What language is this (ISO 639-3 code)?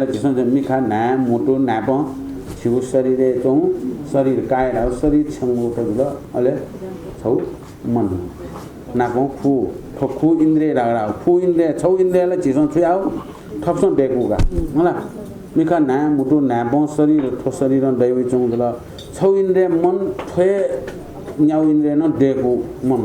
new